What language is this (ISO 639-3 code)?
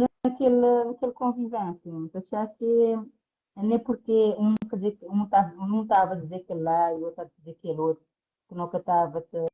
kea